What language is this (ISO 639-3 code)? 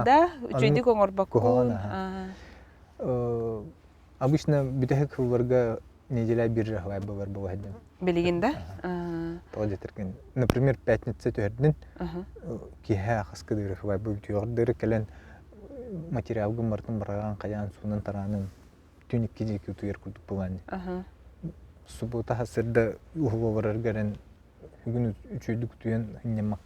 sah